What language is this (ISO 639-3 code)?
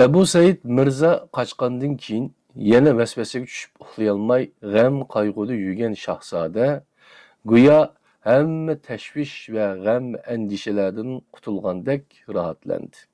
uig